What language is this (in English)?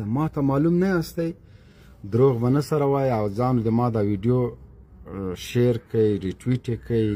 Pashto